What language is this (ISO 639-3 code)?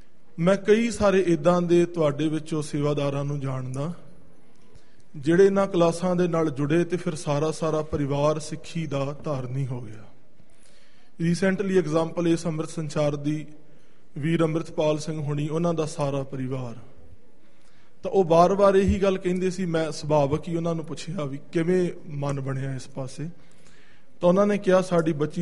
pan